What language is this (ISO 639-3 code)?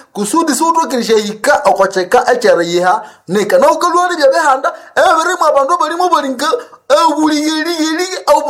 nnb